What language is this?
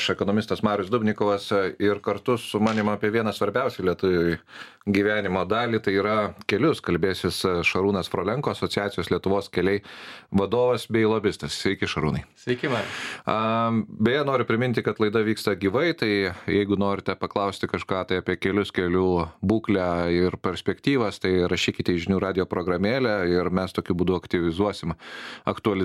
Lithuanian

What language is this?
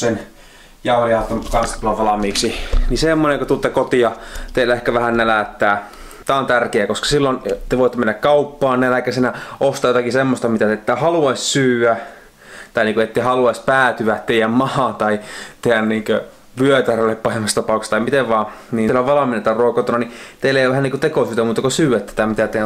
Finnish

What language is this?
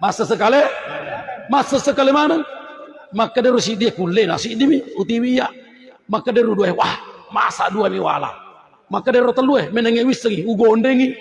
Buginese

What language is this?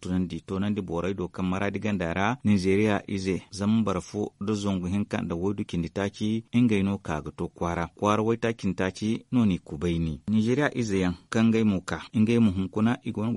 Zarma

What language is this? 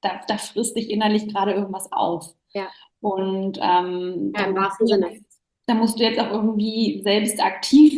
German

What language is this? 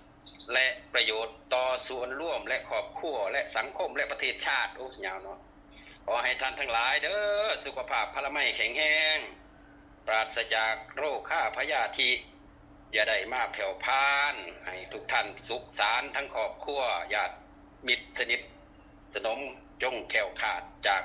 Northeastern Thai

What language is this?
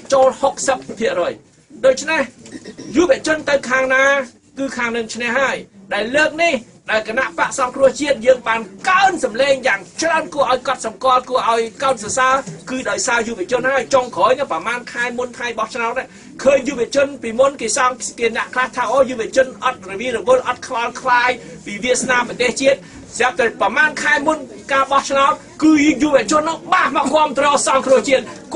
Khmer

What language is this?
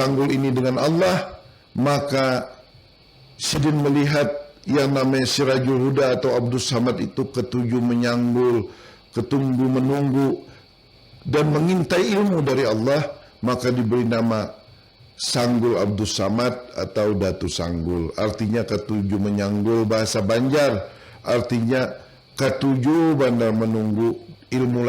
Banjar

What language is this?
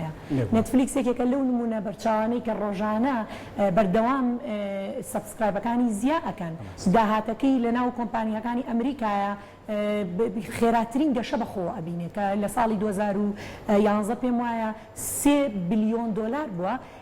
Central Kurdish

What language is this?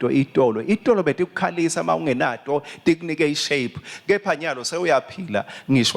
Swati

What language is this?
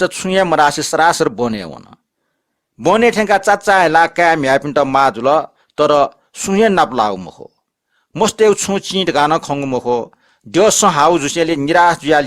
Newari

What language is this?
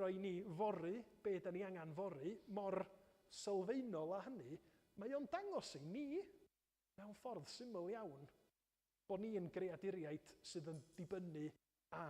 Welsh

